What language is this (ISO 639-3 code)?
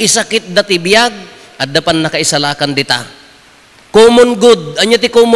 ilo